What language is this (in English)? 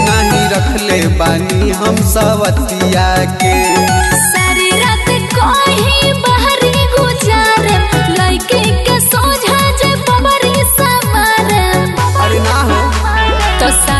Bhojpuri